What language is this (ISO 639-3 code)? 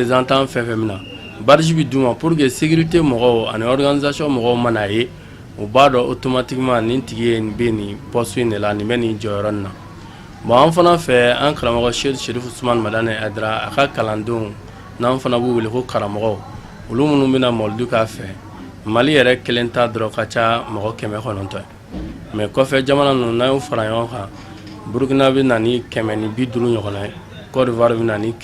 bam